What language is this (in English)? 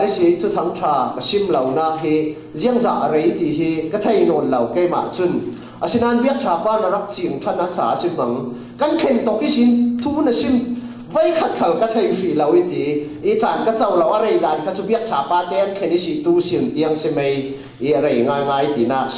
Falam Chin